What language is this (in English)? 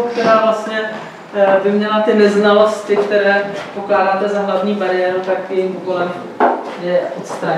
Czech